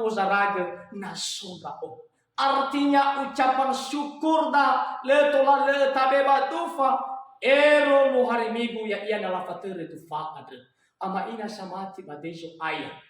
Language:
Nias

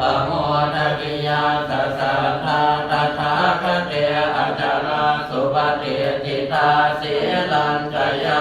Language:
Pali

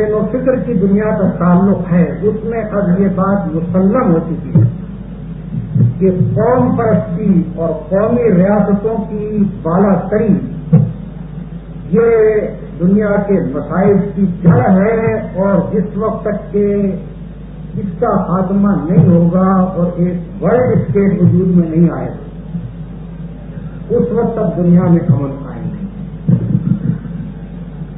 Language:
Urdu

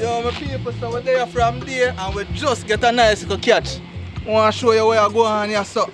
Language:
Jamaican Creole English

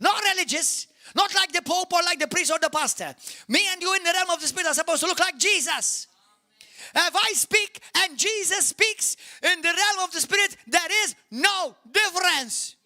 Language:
English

